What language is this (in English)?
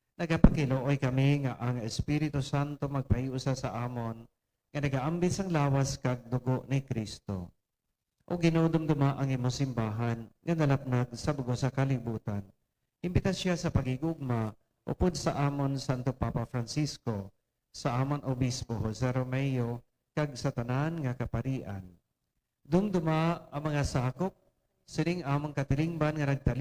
Hiligaynon